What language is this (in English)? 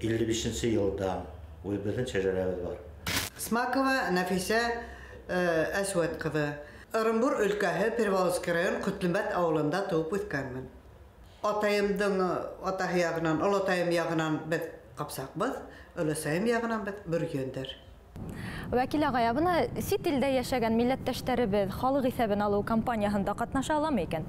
Bashkir